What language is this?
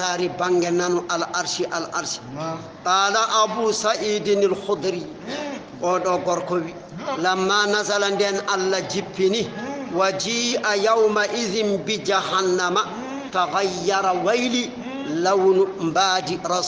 Fula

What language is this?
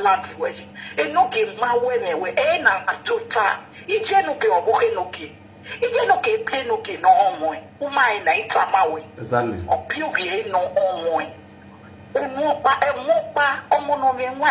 Nigerian Pidgin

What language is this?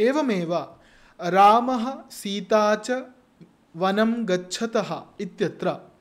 Sanskrit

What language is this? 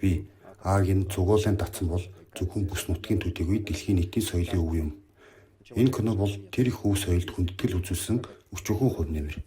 Mongolian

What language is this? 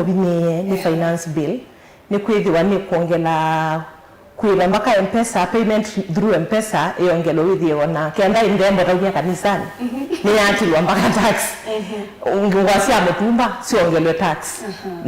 Kamba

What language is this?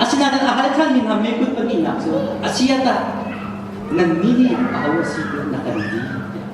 Hakha Chin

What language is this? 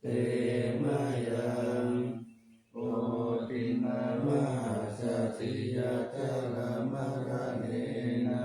Pali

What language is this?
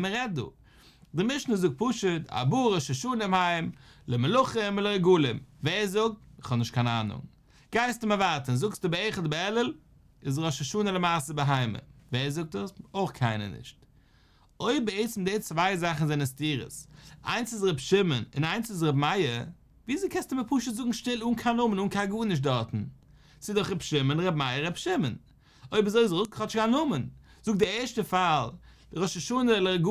Yiddish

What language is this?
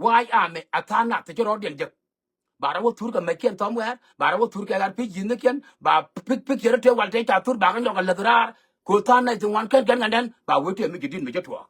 Nuer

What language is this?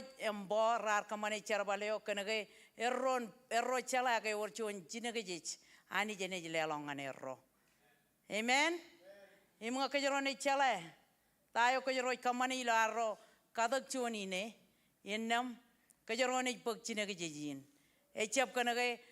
Marshallese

